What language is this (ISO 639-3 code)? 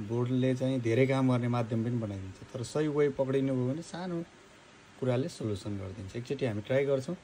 nep